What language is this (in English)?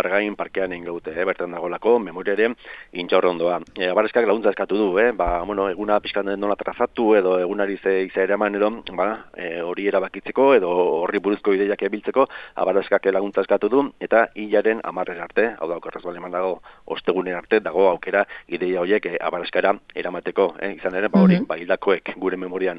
Basque